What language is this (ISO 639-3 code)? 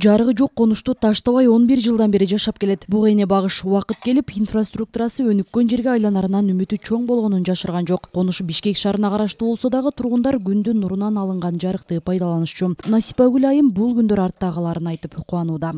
kir